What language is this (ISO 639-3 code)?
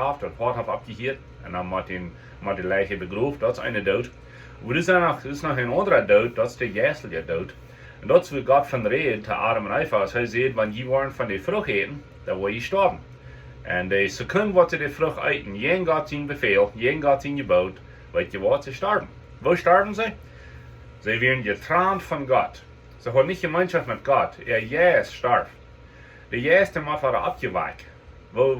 pdt